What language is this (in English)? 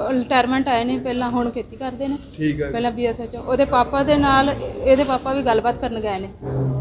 Punjabi